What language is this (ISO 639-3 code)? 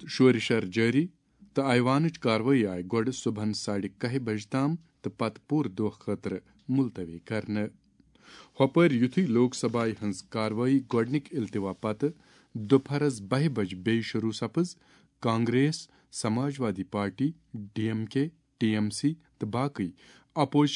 kas